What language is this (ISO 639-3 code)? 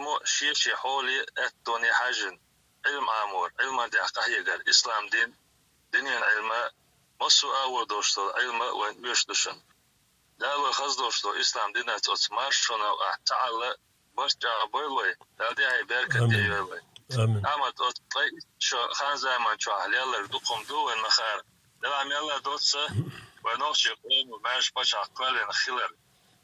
che